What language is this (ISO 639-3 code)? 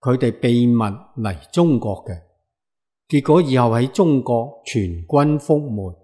yue